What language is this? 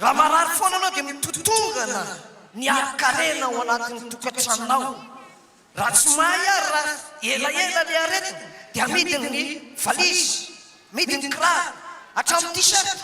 Malagasy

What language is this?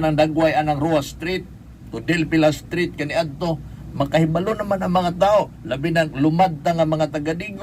Cebuano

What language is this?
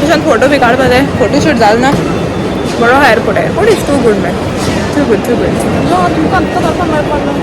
Konkani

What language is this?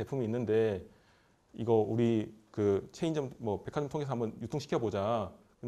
Korean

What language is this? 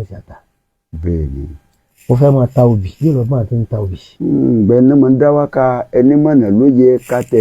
Yoruba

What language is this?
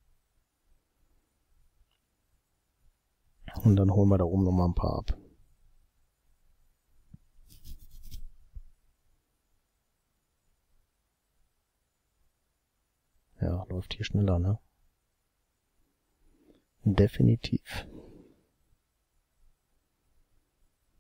German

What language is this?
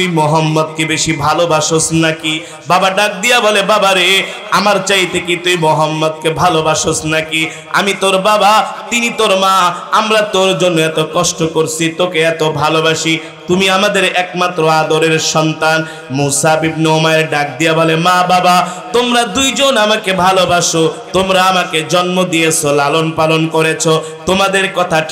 Bangla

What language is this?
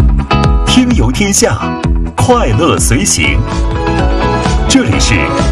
Chinese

